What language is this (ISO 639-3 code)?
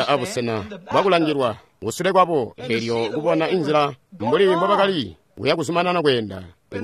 toi